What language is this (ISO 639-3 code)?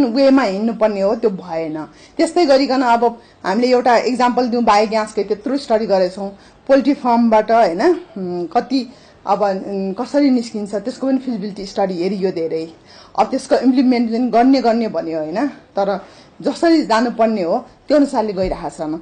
nep